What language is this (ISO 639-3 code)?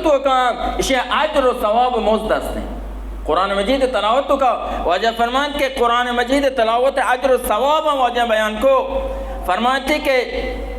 bal